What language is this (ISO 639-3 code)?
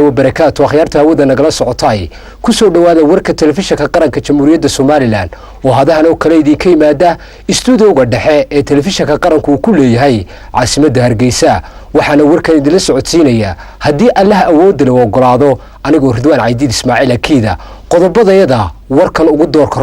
som